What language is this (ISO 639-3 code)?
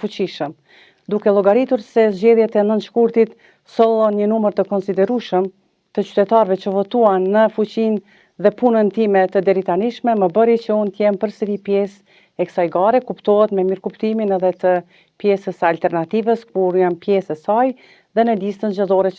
sqi